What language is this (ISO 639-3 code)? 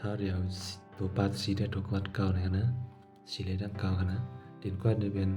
shn